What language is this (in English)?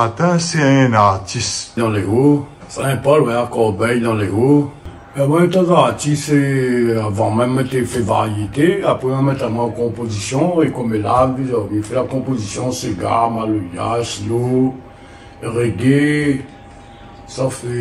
Réunion Creole French